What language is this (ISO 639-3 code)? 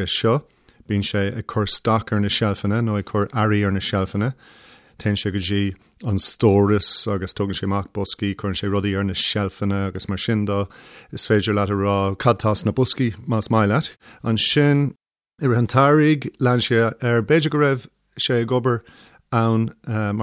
gle